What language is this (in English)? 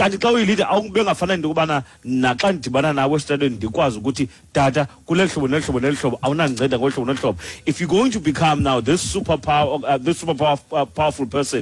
Xhosa